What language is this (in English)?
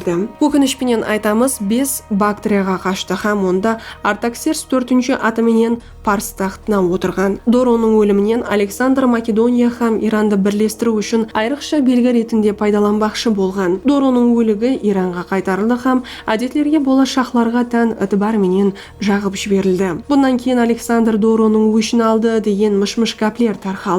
Kara-Kalpak